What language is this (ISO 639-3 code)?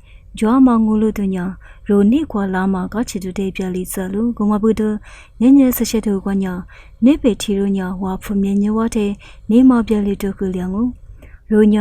lis